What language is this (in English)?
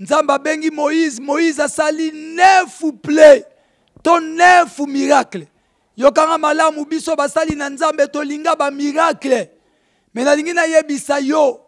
Lingala